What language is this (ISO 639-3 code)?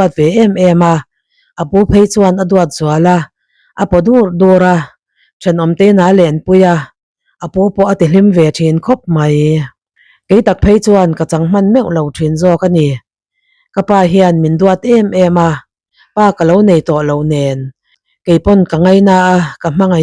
lus